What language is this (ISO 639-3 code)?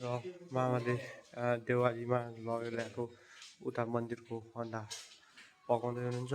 nep